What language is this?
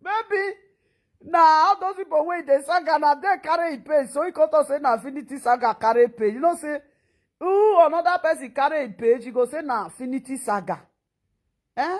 Nigerian Pidgin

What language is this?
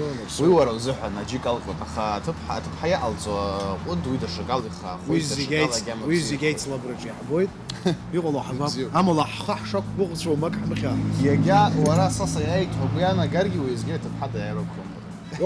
Abkhazian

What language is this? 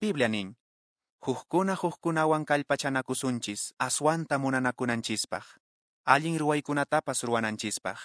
Quechua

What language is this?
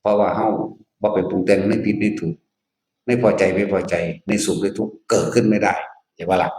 Northeastern Thai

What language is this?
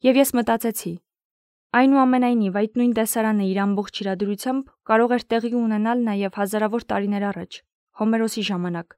Armenian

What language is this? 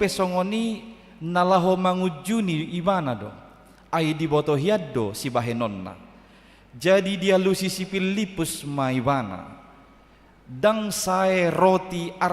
Batak Toba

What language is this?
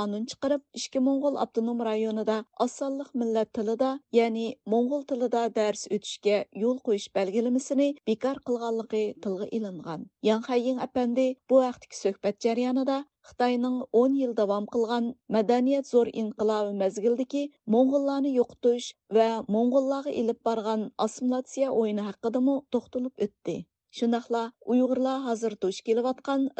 Uyghur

